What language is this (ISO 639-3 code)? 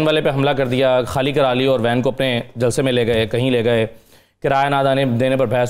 urd